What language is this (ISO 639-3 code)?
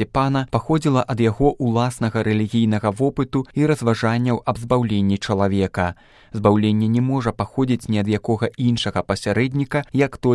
bel